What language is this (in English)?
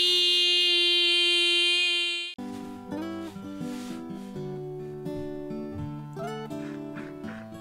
Polish